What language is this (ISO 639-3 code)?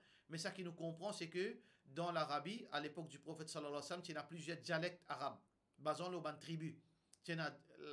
mfe